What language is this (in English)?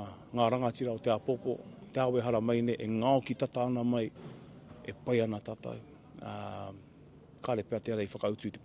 Māori